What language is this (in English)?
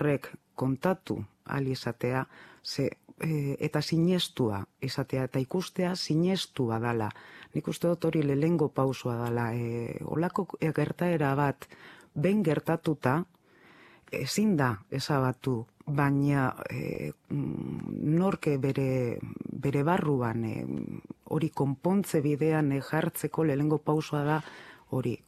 Basque